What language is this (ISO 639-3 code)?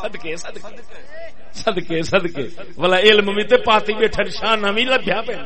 skr